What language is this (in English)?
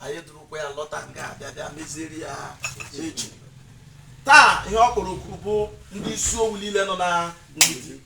Igbo